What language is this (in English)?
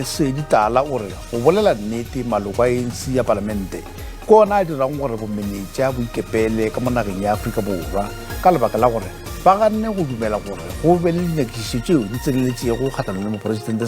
Northern Sotho